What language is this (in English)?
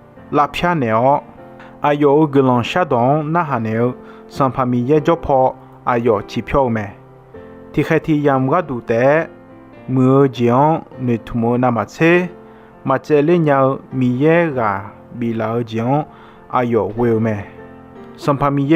Akha